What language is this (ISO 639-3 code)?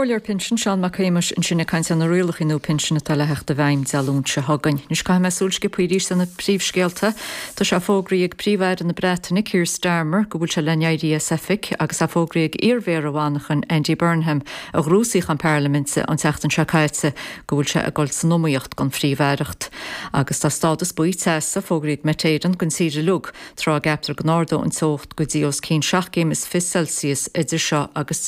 gle